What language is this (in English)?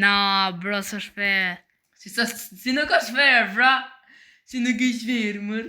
Albanian